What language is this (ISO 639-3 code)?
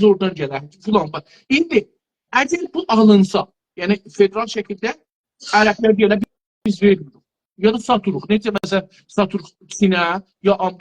azb